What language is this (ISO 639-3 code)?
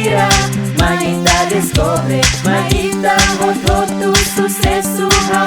tet